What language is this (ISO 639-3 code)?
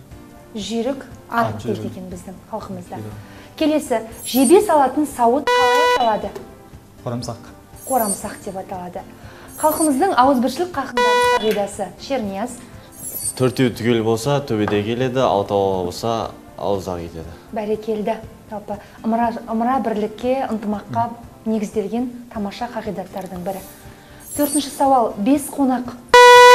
kaz